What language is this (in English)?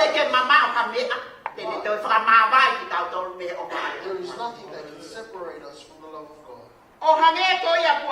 Tongan